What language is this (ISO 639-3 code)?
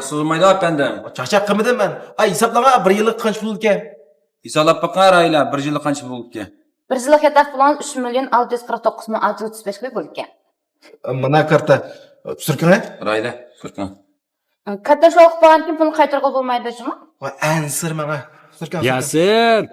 uig